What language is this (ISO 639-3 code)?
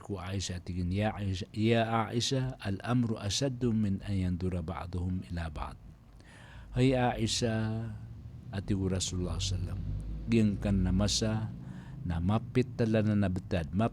mrw